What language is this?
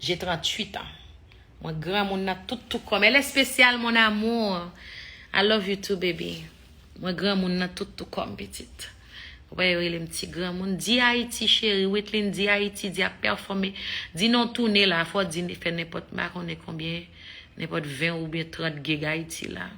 Haitian Creole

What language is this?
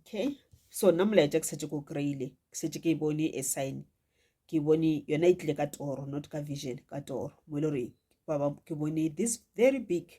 Northern Sotho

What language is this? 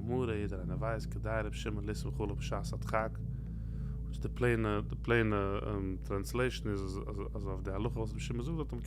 Yiddish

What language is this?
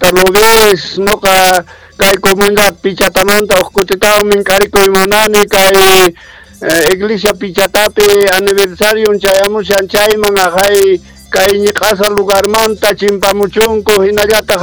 South Bolivian Quechua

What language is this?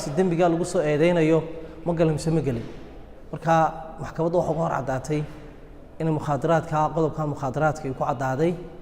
Somali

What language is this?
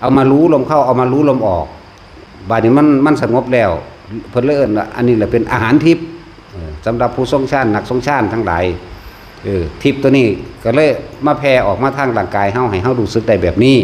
Northeastern Thai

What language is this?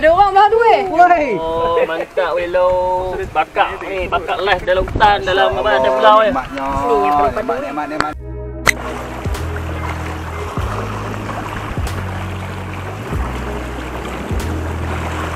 Malay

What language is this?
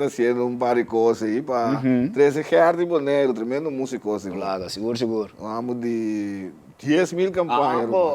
Papiamento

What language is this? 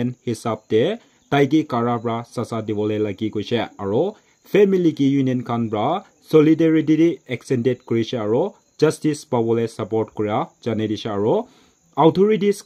Naga Pidgin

